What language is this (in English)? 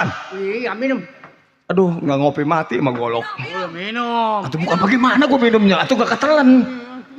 Betawi